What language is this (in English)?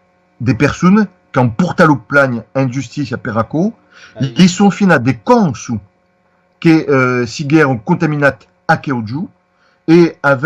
Occitan